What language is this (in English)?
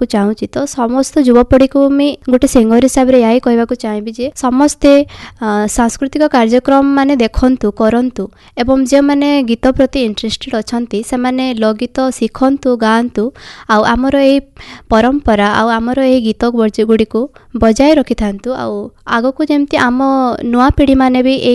Odia